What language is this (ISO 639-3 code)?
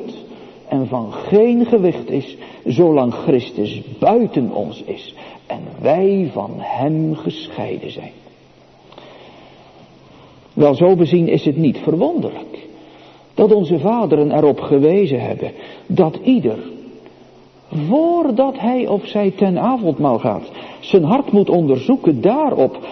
nld